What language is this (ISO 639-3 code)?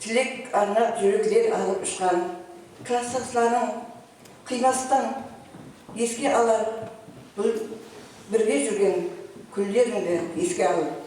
kaa